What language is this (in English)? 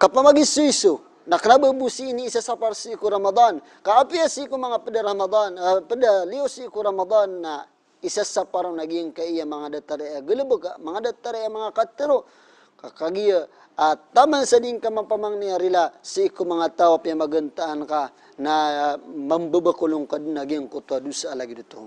Maranao